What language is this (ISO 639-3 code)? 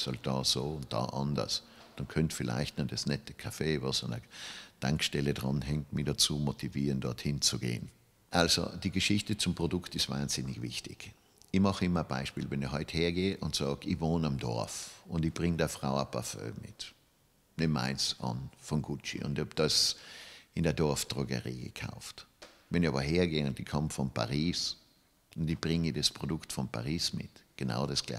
deu